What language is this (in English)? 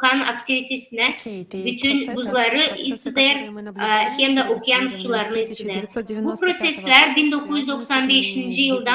Gagauz